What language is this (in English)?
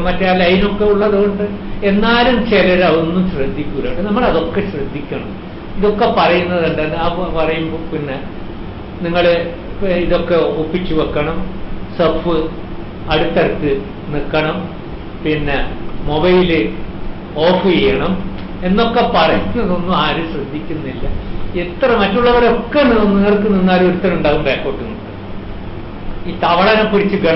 Malayalam